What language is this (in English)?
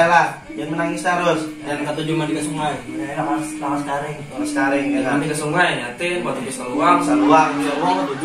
Banjar